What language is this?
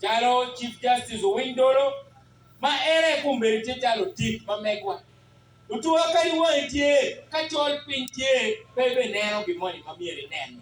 Acoli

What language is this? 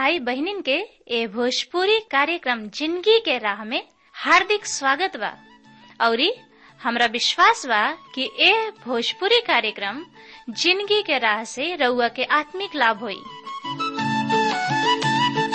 Bhojpuri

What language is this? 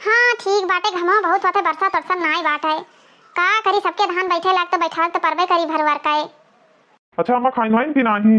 Awadhi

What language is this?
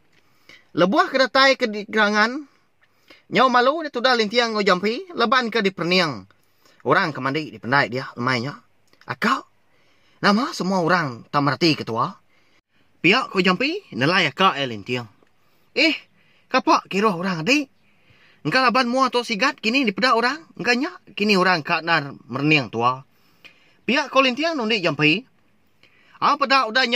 Iban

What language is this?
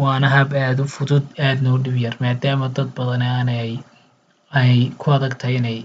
Somali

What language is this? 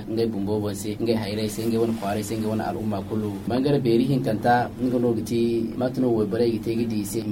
Zarma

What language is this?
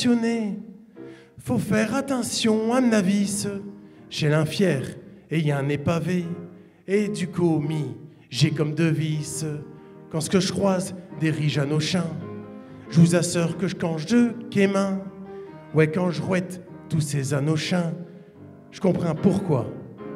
Picard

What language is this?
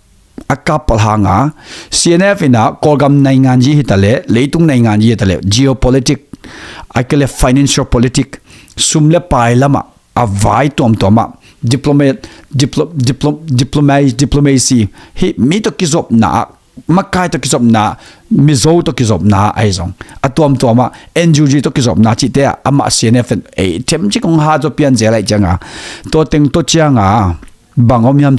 Tedim Chin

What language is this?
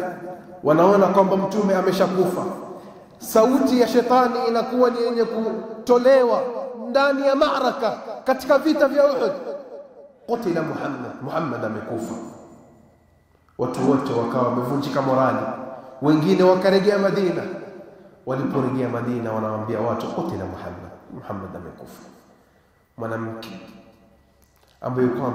Swahili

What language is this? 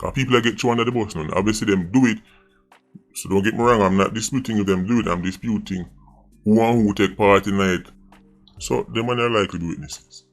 Jamaican Creole English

